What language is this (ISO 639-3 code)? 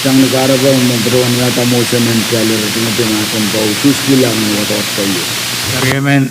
pon